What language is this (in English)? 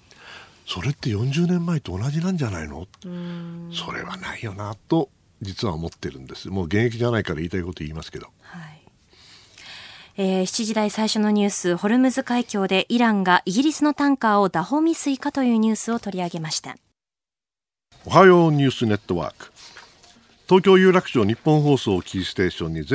Japanese